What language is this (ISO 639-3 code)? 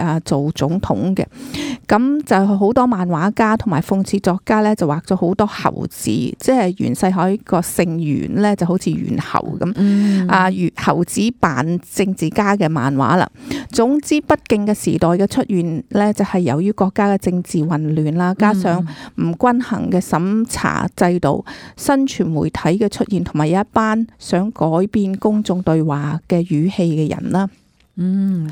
yue